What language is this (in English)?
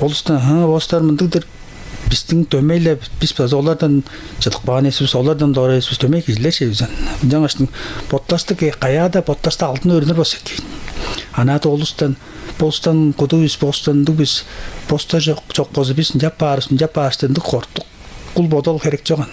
Tuvinian